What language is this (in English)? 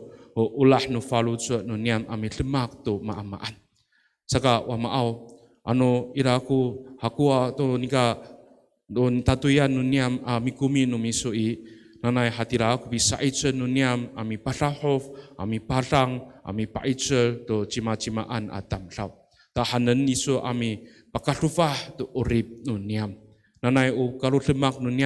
Amis